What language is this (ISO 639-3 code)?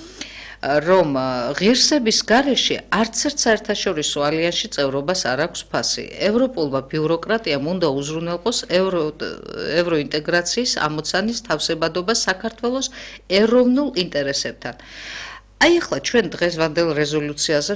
kat